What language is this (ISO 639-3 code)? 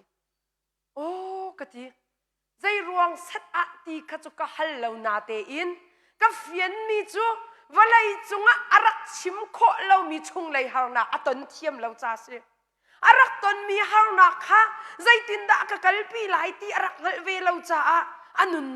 cnh